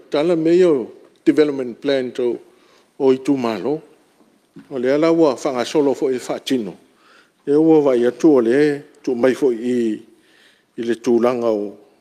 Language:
Samoan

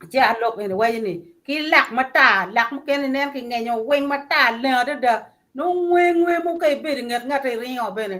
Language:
Acoli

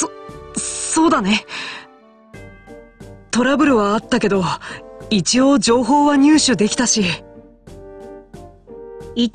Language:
Japanese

